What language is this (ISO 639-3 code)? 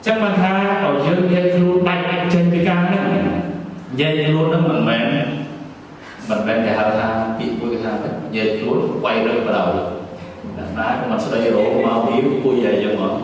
khm